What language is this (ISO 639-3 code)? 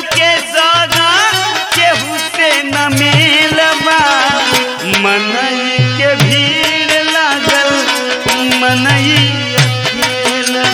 bho